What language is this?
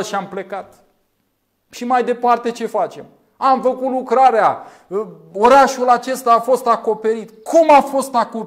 Romanian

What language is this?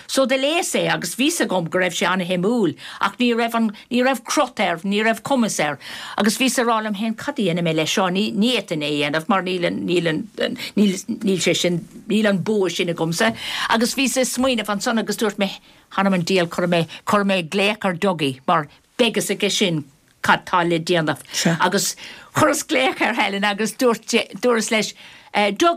Irish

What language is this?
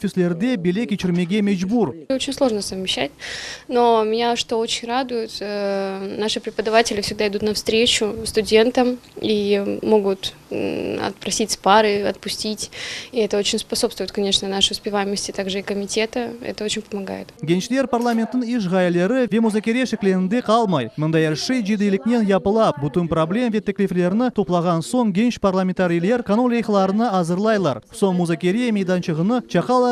Crimean Tatar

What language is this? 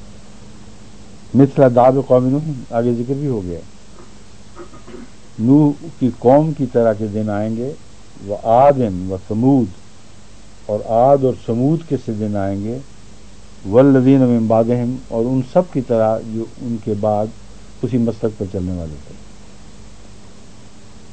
Urdu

